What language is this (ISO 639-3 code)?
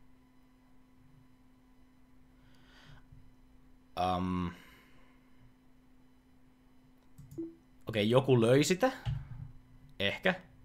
fin